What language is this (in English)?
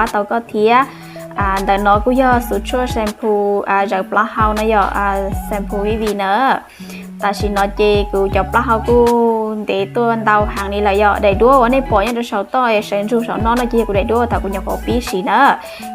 Hmong